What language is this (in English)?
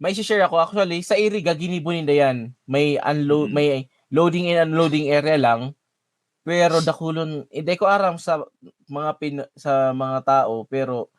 Bikol